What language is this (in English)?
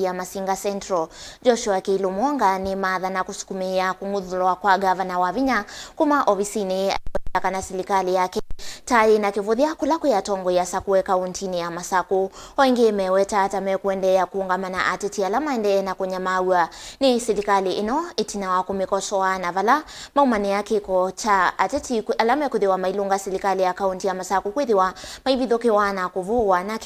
Kamba